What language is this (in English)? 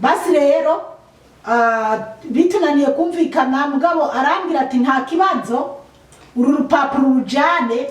Rundi